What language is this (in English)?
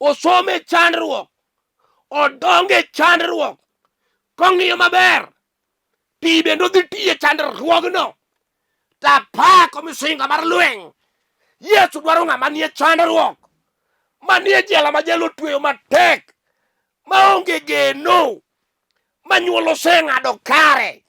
Luo (Kenya and Tanzania)